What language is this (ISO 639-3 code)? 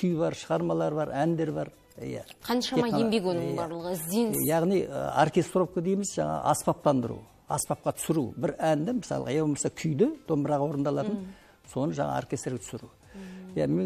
kaz